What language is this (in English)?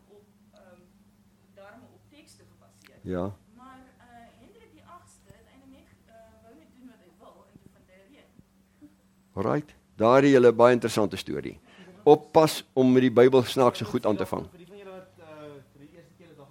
Afrikaans